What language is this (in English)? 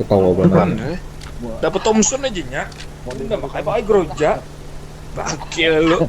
Banjar